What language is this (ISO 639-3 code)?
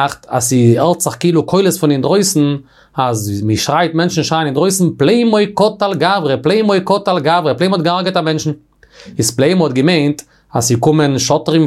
yid